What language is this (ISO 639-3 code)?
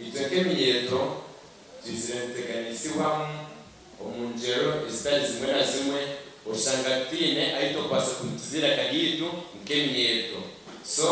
nyn